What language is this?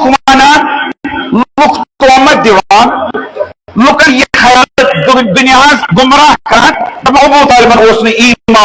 Kashmiri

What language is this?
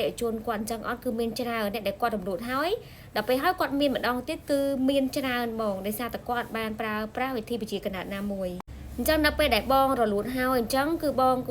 Khmer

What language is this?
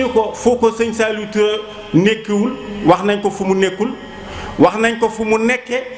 Wolof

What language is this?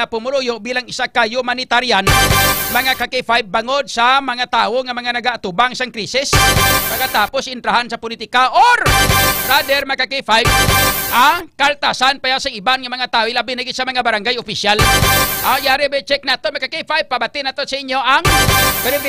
Hiligaynon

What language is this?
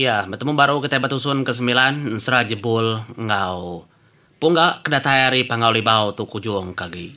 Iban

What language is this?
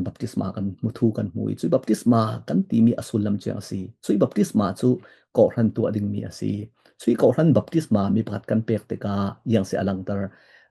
Falam Chin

